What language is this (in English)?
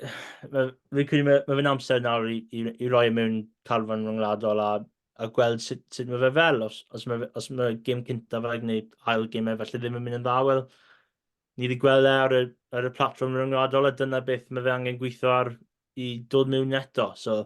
Welsh